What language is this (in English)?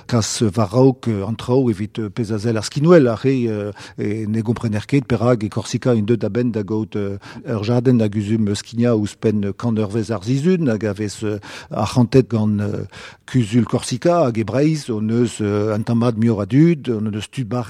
Breton